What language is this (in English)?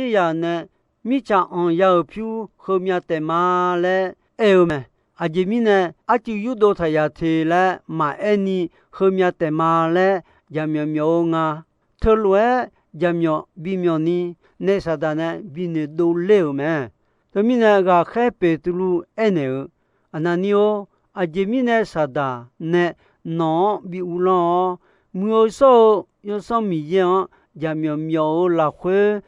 Akha